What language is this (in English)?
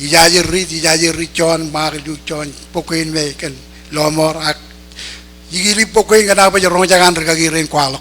Marshallese